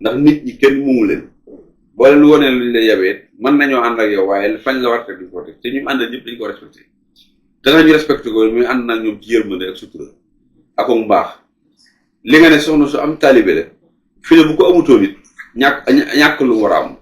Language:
Wolof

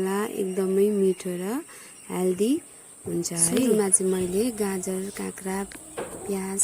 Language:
Nepali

